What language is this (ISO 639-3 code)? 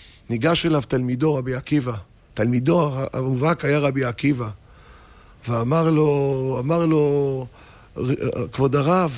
heb